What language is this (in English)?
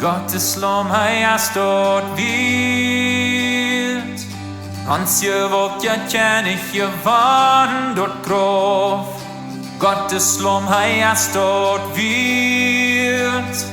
Plautdietsch